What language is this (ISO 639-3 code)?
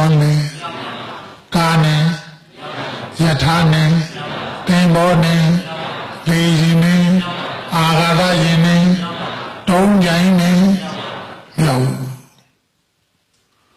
mya